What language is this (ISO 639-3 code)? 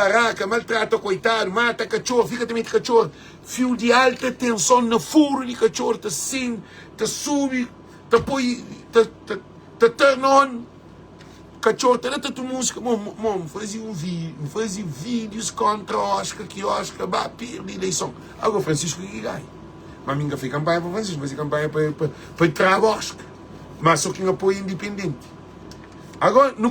kea